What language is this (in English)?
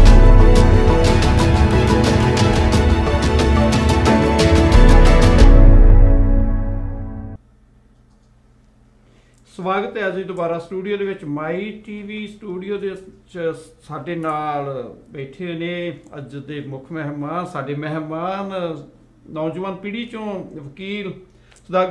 Punjabi